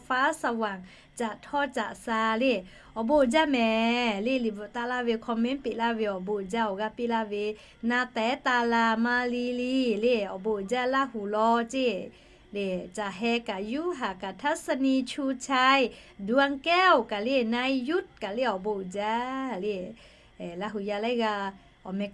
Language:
Lahu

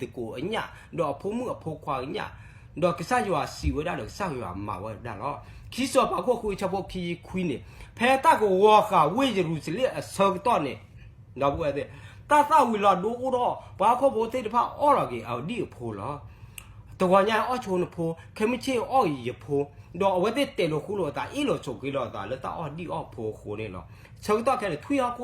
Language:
S'gaw Karen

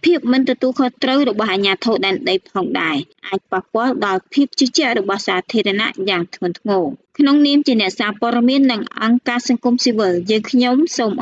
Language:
Khmer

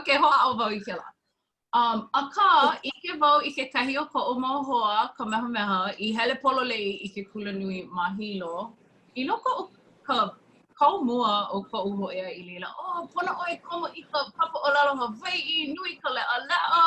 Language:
Hawaiian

